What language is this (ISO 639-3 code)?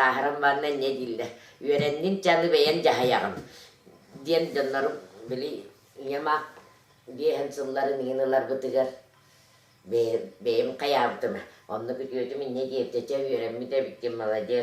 sah